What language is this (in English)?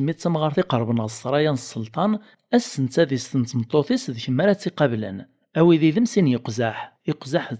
Kabyle